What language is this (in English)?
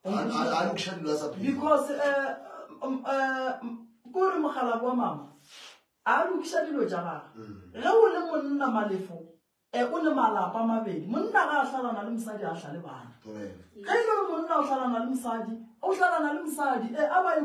Northern Sotho